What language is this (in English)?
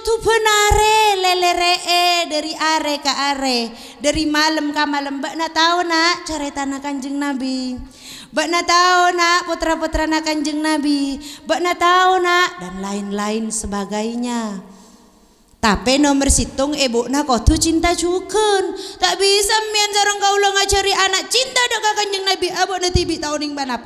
Madurese